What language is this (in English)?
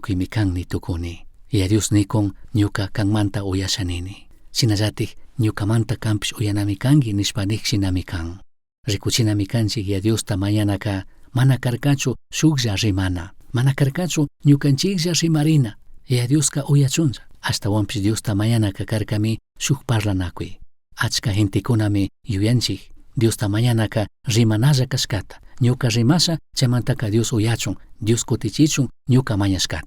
Chimborazo Highland Quichua